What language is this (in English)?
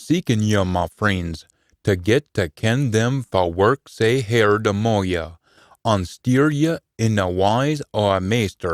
Scots